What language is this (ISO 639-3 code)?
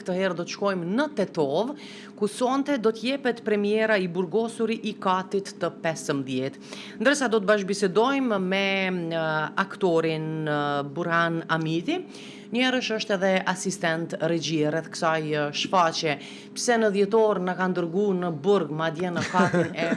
sqi